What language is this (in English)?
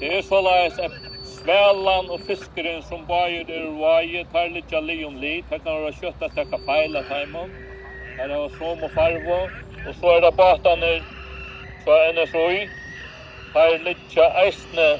Faroese